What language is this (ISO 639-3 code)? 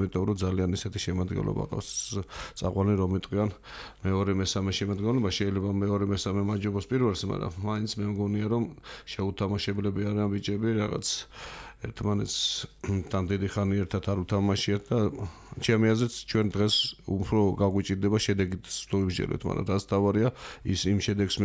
kat